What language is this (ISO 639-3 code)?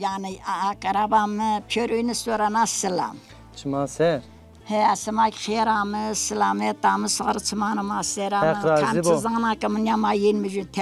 zza